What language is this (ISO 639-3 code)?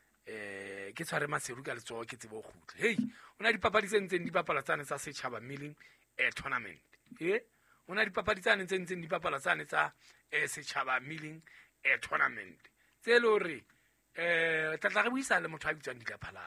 sot